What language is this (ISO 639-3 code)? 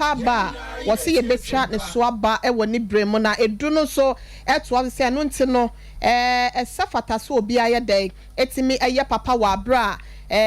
aka